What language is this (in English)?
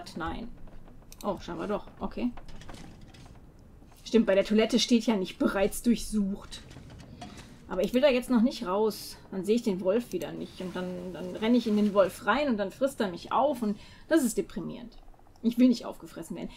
German